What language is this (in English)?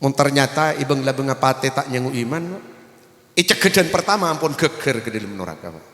Madurese